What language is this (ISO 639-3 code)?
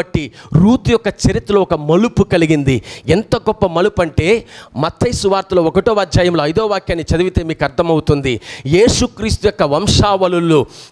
tel